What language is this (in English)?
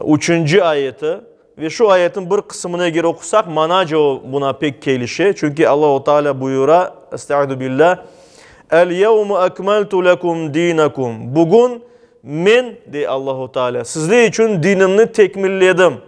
Crimean Tatar